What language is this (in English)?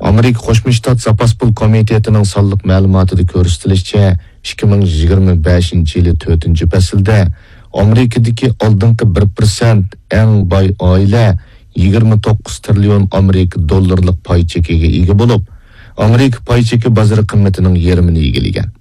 Uyghur